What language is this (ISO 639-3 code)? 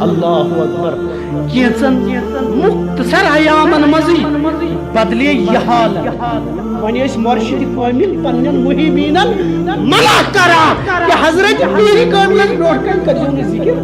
kas